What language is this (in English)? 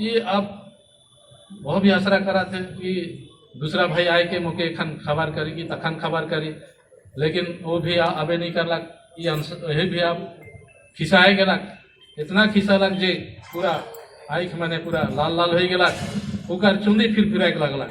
Sadri